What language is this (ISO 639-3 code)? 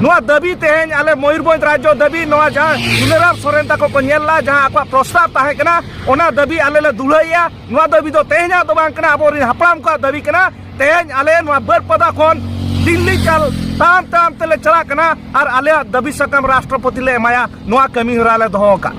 sat